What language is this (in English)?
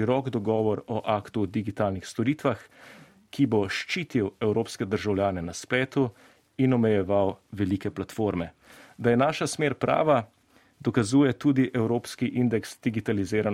Slovenian